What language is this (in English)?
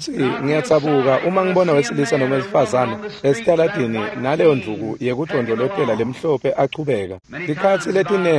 Swati